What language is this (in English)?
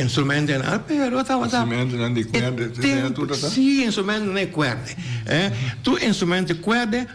Papiamento